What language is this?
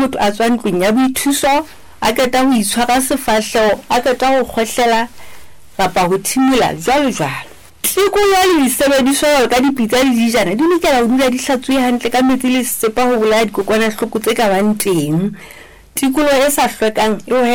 Southern Sotho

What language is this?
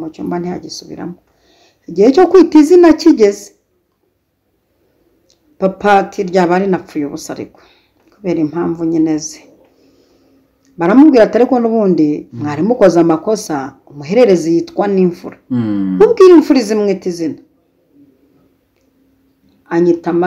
Kinyarwanda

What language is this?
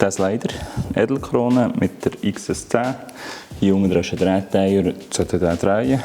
Swiss German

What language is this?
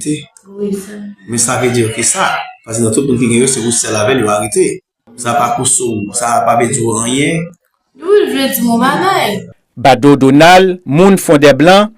Haitian Creole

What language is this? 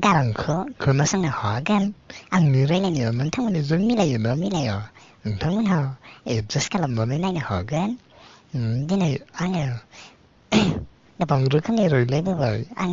Bodo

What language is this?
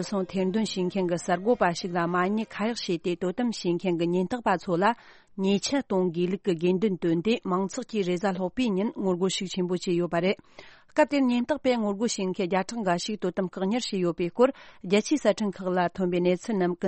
Tibetan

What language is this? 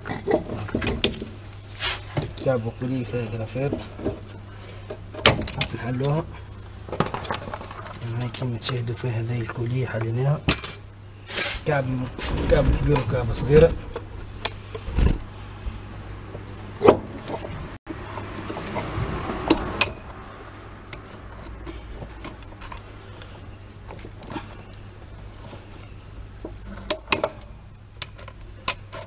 Tunisian Arabic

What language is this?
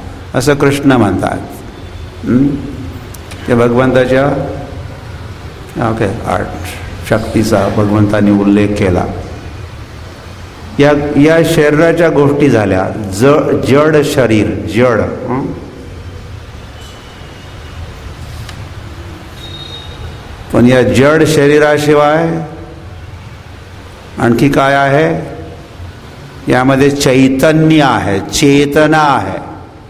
Marathi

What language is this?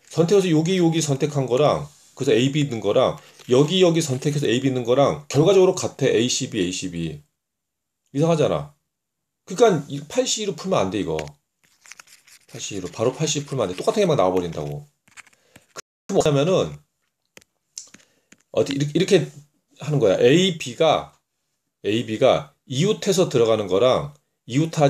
Korean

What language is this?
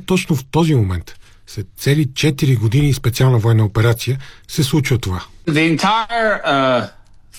Bulgarian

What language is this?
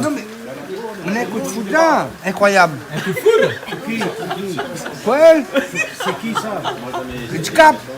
Réunion Creole French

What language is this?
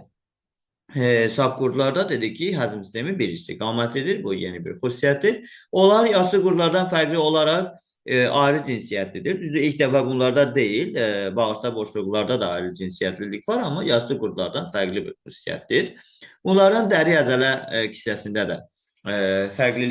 Azerbaijani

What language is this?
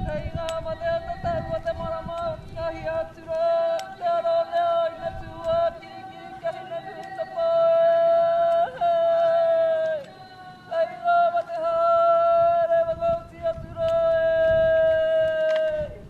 Māori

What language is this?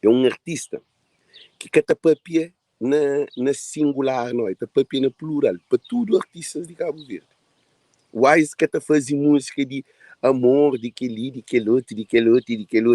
Kabuverdianu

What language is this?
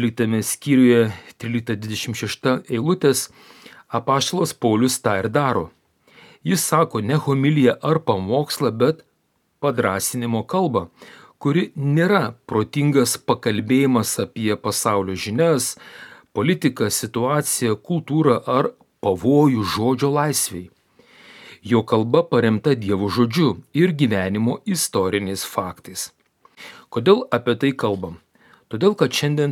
Lithuanian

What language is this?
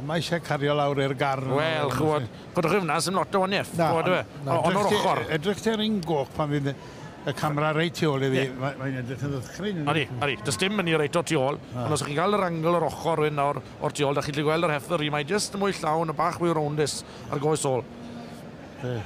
Welsh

